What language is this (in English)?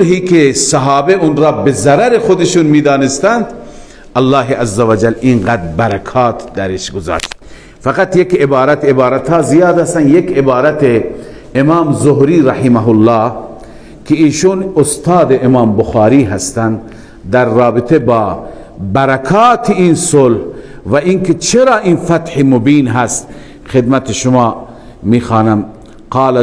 Persian